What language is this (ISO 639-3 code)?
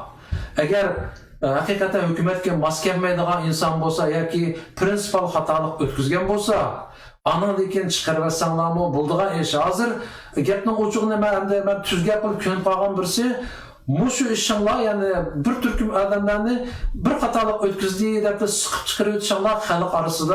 uig